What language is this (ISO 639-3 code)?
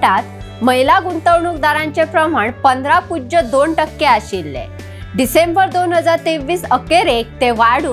kok